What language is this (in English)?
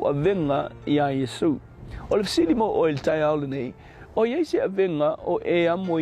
Samoan